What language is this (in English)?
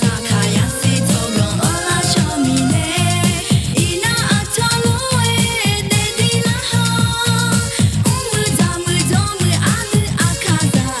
Akha